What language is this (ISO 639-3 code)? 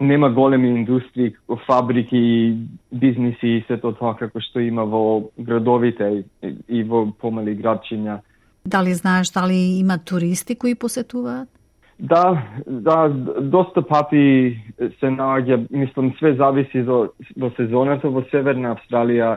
mkd